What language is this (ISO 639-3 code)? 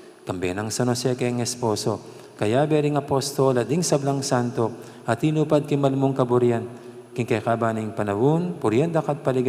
pam